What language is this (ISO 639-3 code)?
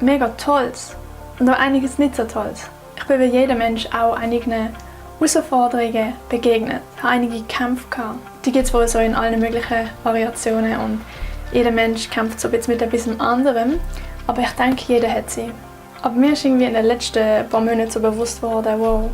gsw